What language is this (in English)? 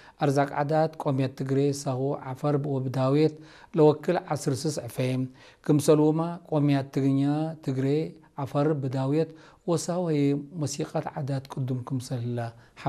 Tigre